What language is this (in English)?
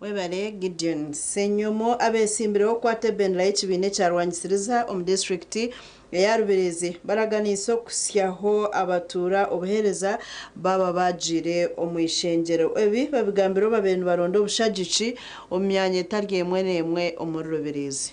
Nyankole